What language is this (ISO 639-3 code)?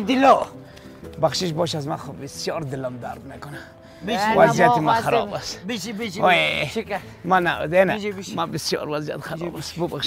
fas